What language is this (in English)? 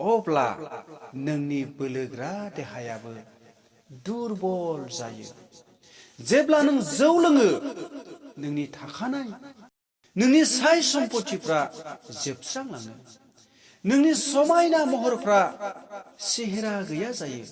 Bodo